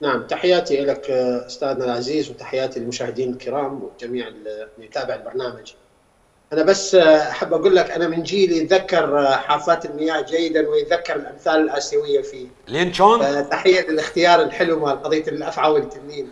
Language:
Mesopotamian Arabic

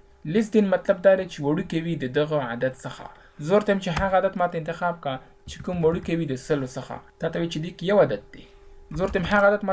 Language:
Pashto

